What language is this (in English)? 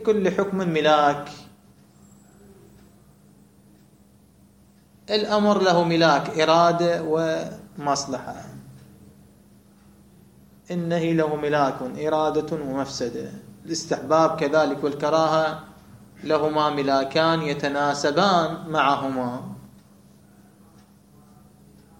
Arabic